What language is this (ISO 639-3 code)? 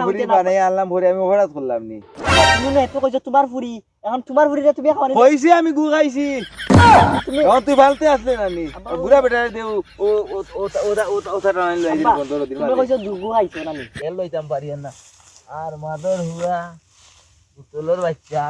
syl